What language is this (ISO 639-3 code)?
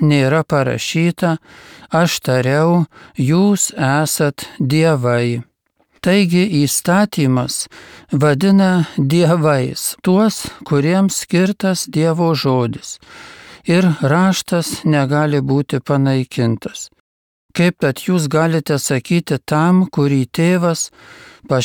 lit